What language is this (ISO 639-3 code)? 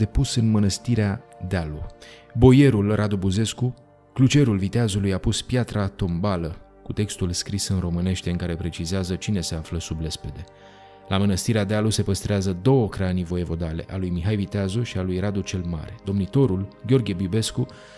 ron